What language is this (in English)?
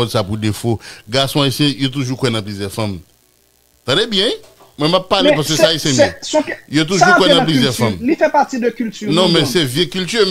Haitian Creole